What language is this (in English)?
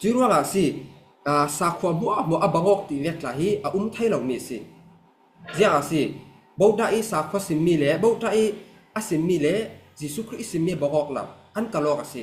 Falam Chin